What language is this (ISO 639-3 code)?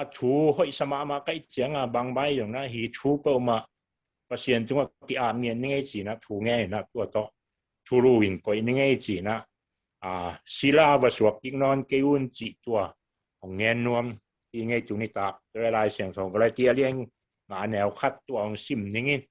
ctd